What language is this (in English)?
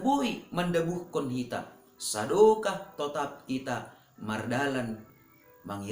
Batak Simalungun